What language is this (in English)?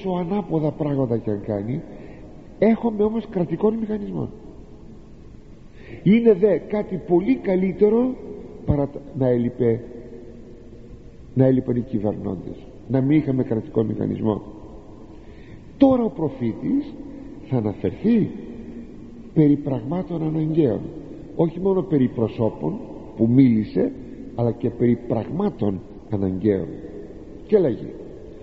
Greek